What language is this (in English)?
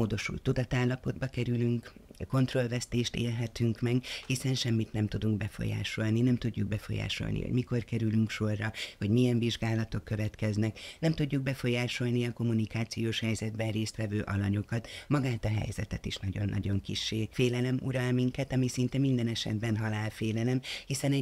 Hungarian